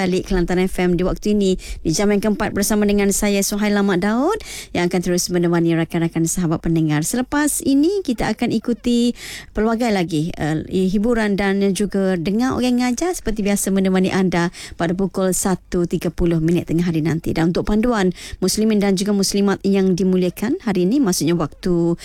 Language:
Malay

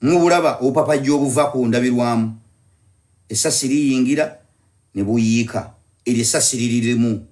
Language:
Ganda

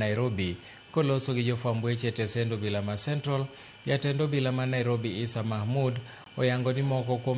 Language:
Luo (Kenya and Tanzania)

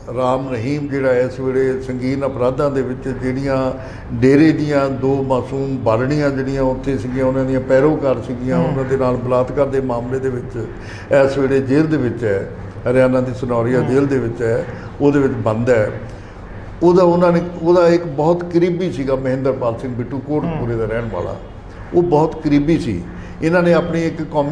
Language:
Punjabi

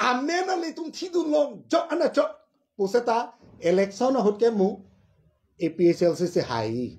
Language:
Karbi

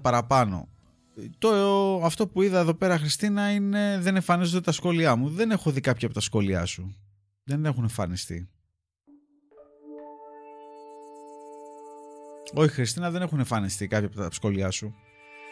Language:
Greek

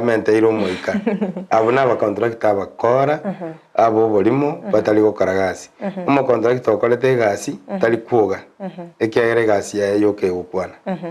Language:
Gusii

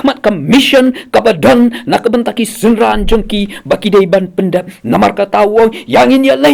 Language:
Khasi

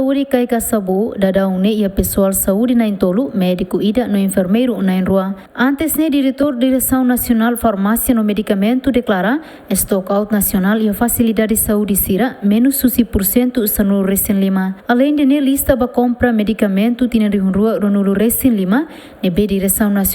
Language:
Tetum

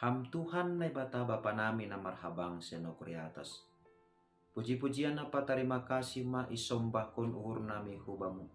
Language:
Batak Simalungun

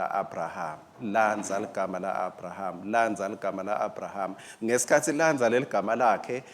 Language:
Swati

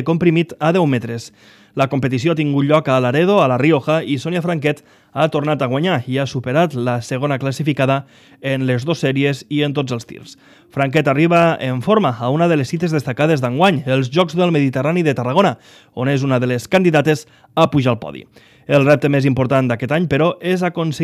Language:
Catalan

